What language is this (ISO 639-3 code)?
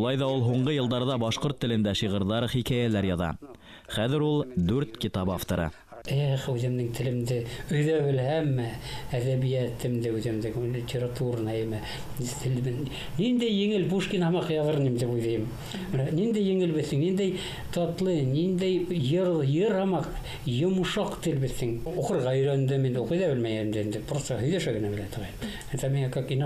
bak